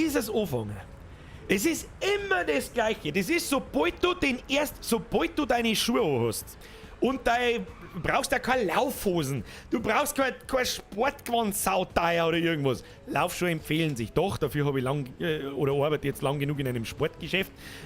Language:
Bavarian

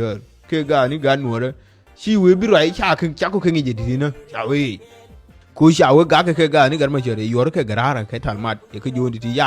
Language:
Nuer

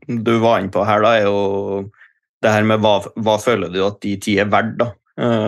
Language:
Norwegian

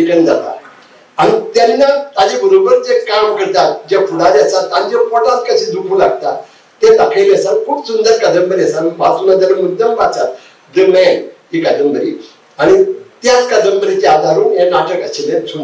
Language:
Konkani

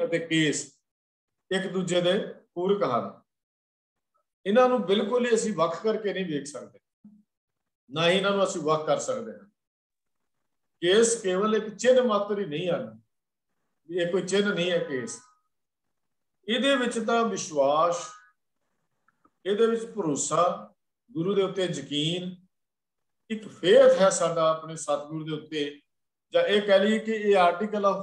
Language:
Punjabi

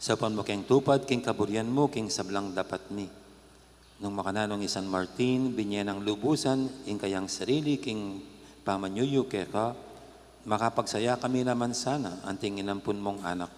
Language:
Pampanga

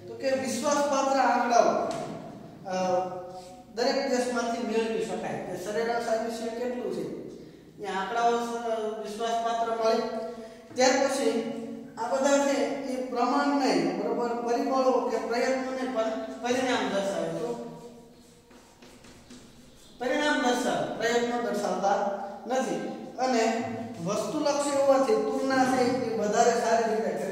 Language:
Gujarati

